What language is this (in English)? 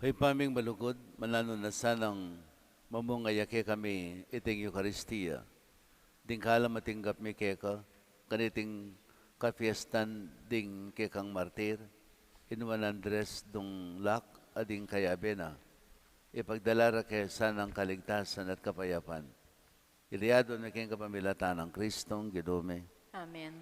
Pampanga